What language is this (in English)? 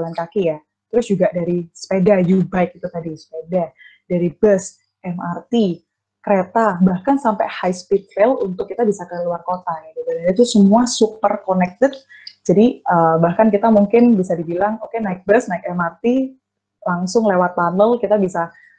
Indonesian